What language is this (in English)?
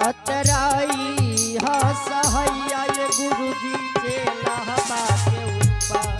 Angika